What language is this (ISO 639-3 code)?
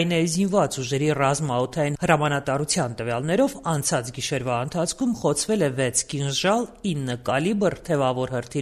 hye